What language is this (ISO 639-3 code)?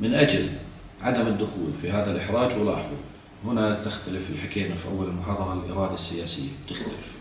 ajp